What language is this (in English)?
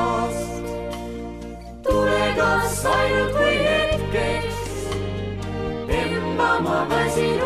Estonian